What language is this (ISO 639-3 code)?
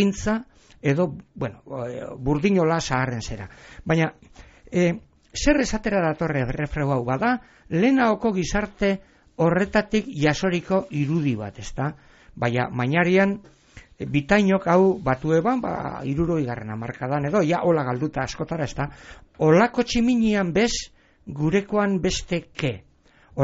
eus